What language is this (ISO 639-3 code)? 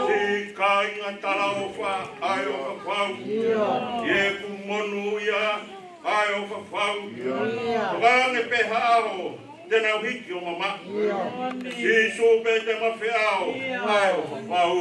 ton